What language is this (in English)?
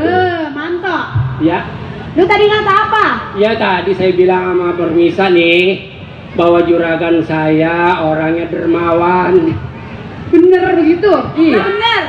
Betawi